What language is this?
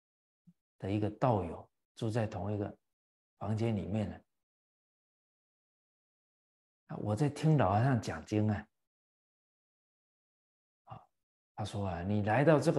Chinese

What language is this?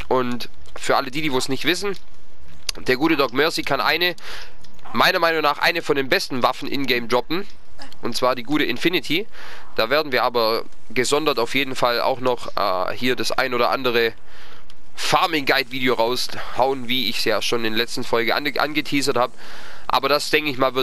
German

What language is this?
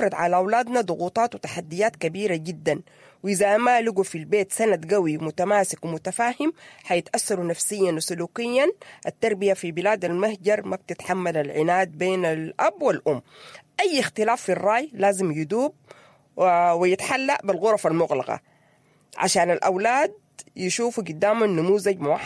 Sudanese Arabic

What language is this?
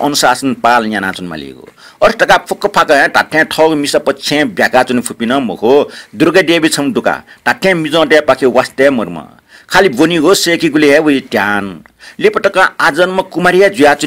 Newari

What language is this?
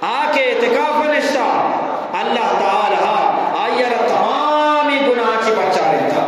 Eastern Balochi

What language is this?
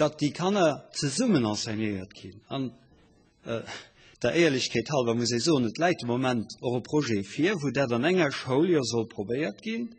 Luxembourgish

